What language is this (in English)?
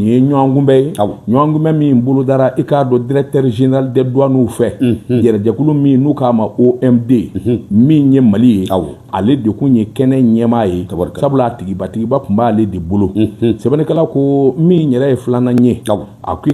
Bambara